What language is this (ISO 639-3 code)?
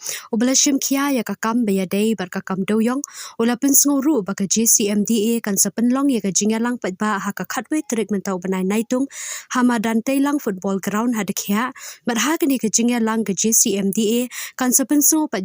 kha